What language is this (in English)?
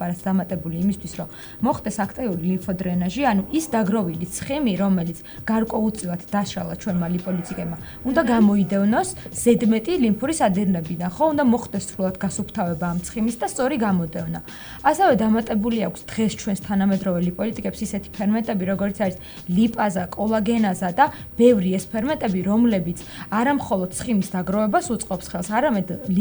Georgian